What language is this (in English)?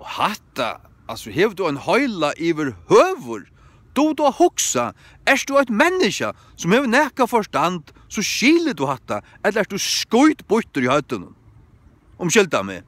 Faroese